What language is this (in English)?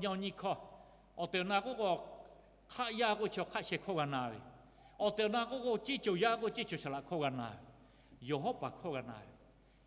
Lahu